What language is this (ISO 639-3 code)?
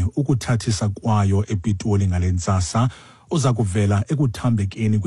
xho